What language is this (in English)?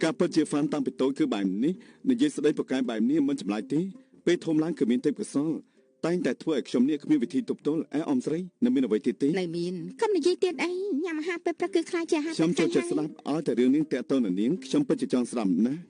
Khmer